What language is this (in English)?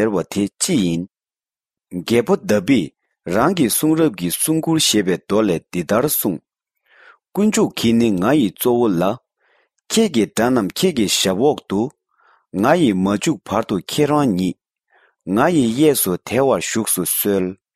Tibetan